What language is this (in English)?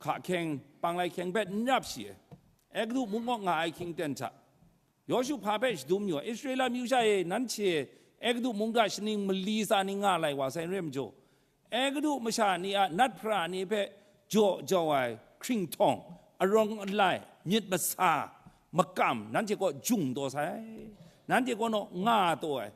Kachin